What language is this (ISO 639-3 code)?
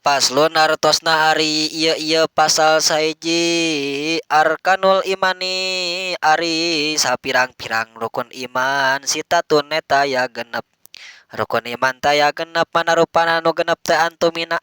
sun